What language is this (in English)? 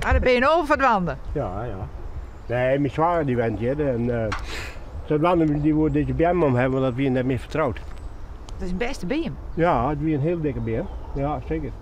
Western Frisian